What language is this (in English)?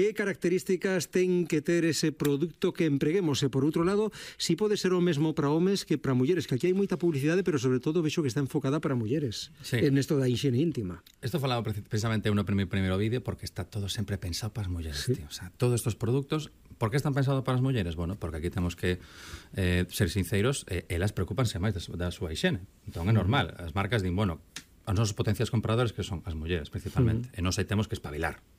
Galician